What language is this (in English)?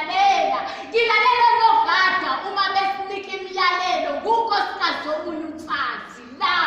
Zulu